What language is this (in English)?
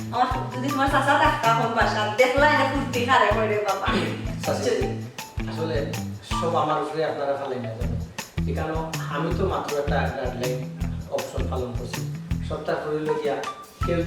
Sylheti